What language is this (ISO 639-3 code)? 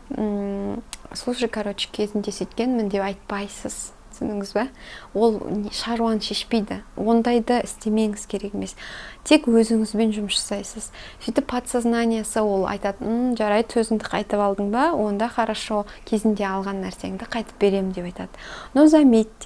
kaz